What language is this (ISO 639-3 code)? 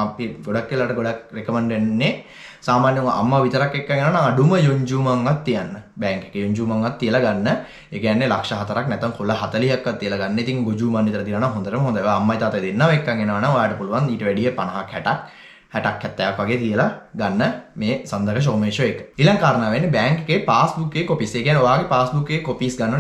sin